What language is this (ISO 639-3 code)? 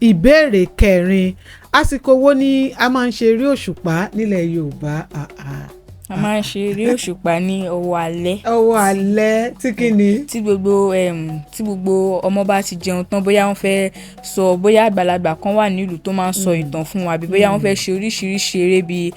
yor